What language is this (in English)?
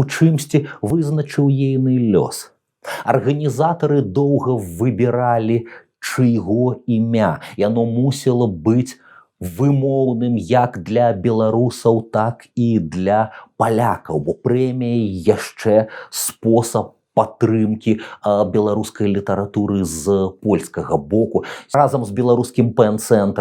Belarusian